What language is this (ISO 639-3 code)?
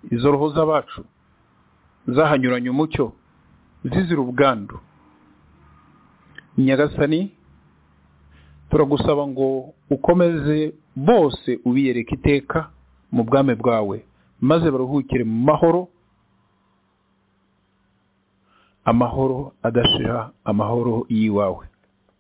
kin